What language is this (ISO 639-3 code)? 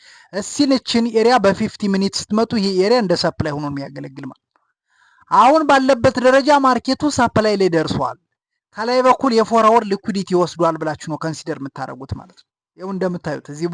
amh